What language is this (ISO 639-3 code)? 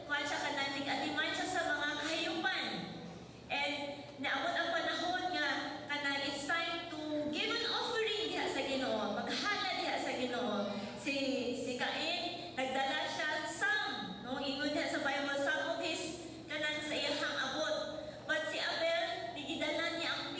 ceb